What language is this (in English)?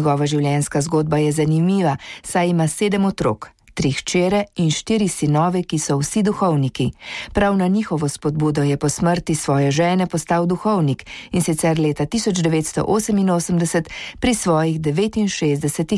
Slovenian